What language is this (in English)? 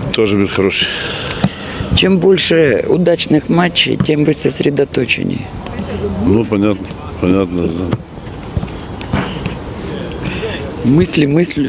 Russian